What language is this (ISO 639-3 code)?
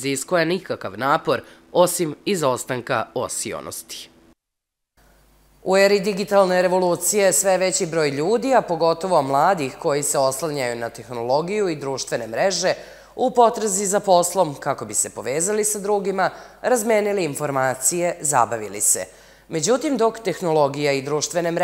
srp